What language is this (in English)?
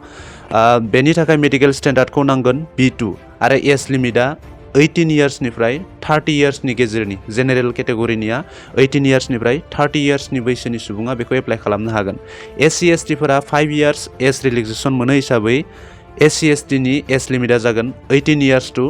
Bodo